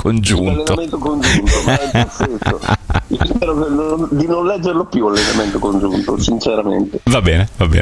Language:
Italian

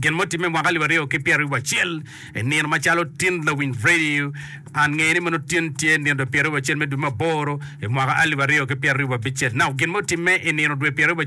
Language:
Acoli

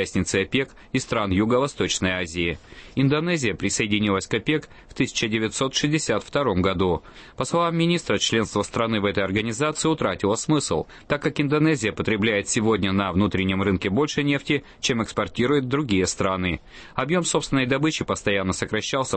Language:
Russian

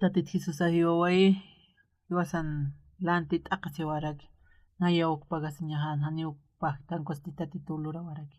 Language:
Aymara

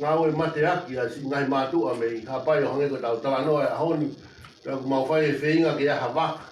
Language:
Tongan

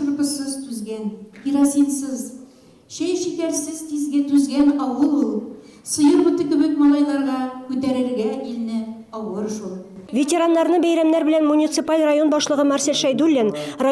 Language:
Tatar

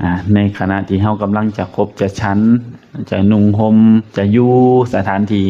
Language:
Northeastern Thai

